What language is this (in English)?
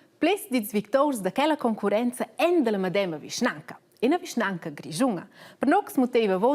Romansh